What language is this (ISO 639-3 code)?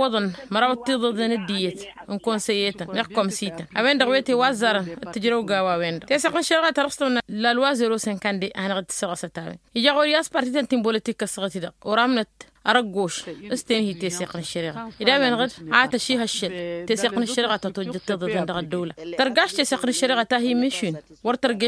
taq